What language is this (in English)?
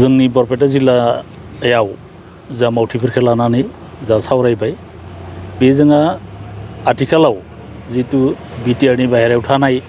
Bodo